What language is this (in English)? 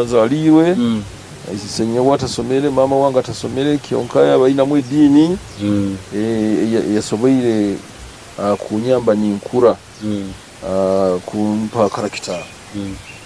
Nyoro